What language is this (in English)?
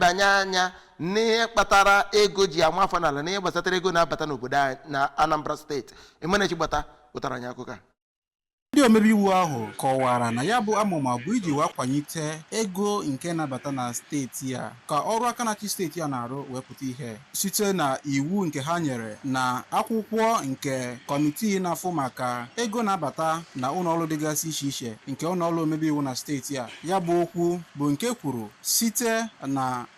Igbo